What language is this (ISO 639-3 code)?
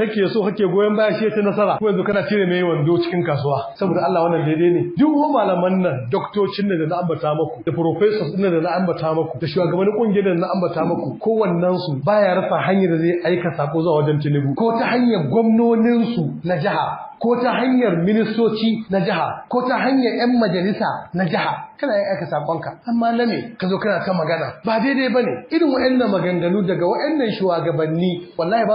hau